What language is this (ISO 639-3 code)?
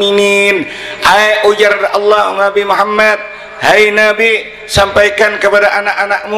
bjn